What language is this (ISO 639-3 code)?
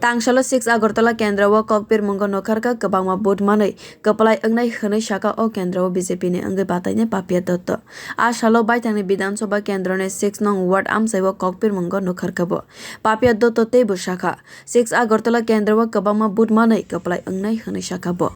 trp